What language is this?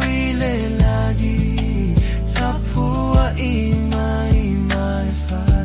Samoan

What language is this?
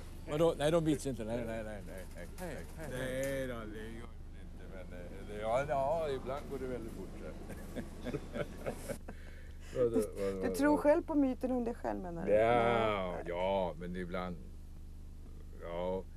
Swedish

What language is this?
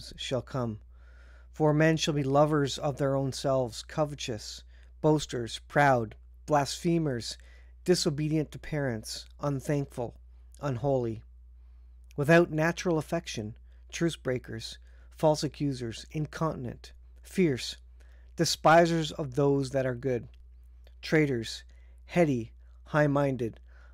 English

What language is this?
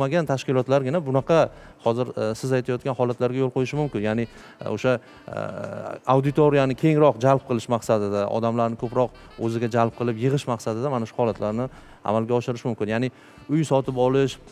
Uzbek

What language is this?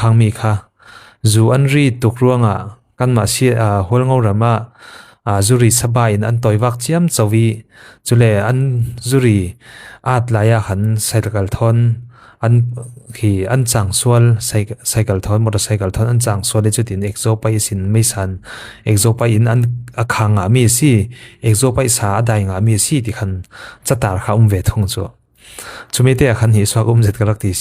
Falam Chin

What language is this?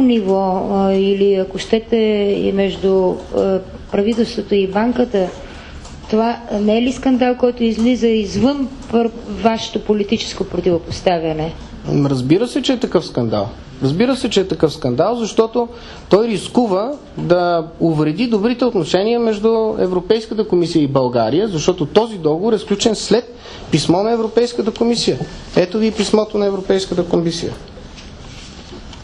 Bulgarian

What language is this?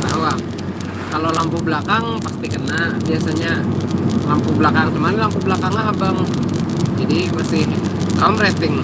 Banjar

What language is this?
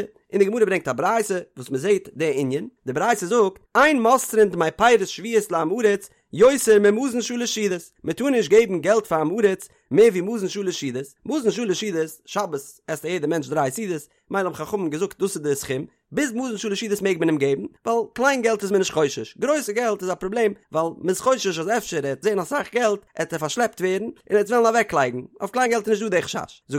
Yiddish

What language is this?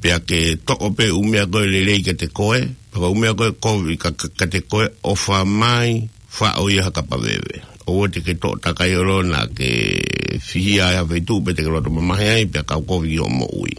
Tongan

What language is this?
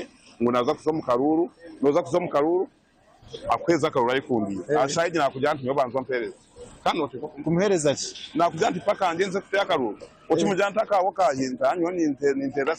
Nyankole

